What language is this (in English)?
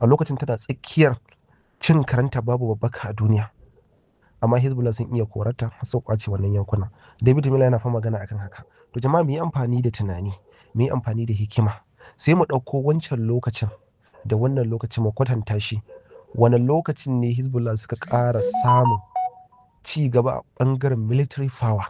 Hausa